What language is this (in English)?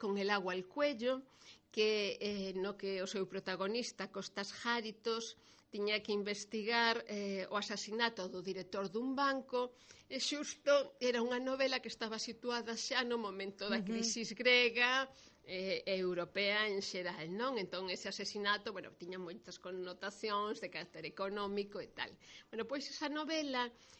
Galician